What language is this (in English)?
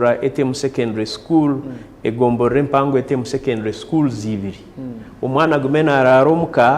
Nyankole